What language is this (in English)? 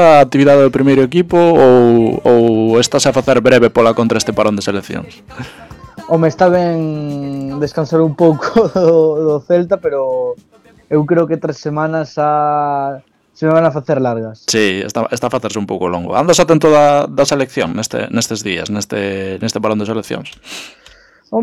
Galician